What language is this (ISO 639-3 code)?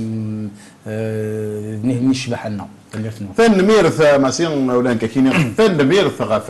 kab